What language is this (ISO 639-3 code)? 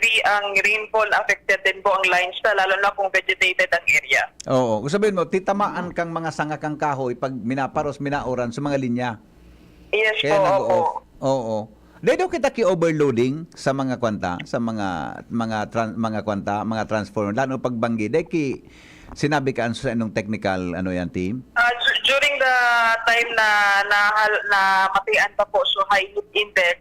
bik